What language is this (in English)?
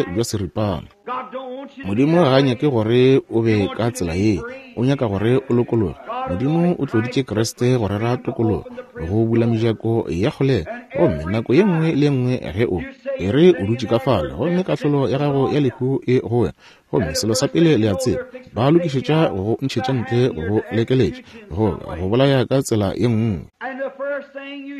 Northern Sotho